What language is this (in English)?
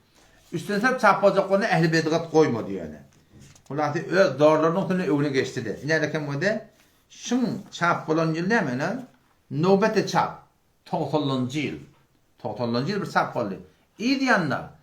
Turkmen